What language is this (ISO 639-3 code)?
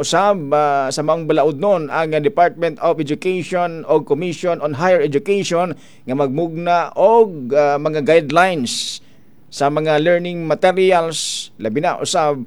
ceb